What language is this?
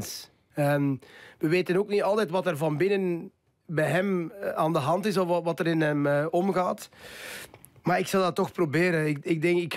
Dutch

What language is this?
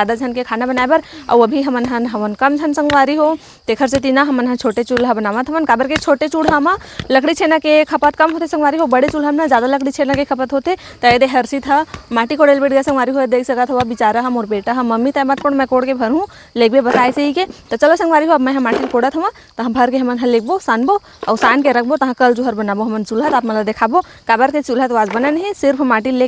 Chhattisgarhi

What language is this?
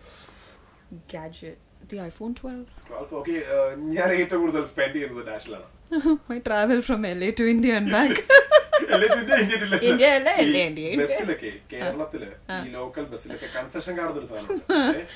Malayalam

